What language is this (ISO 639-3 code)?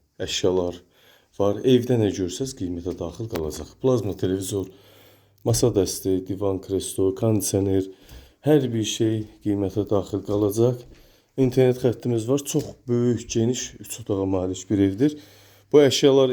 aze